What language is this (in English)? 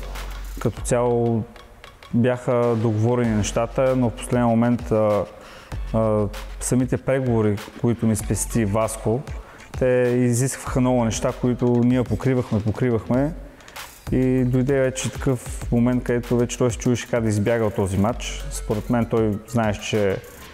Bulgarian